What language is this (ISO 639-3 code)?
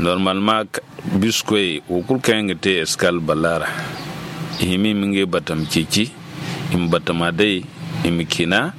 dje